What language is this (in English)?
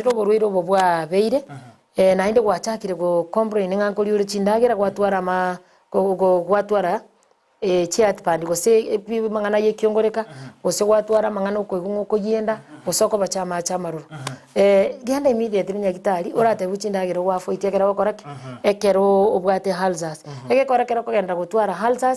Gusii